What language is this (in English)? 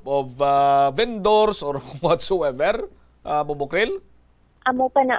Hiligaynon